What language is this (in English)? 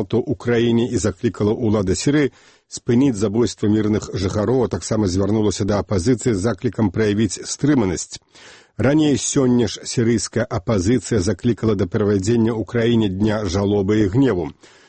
Belarusian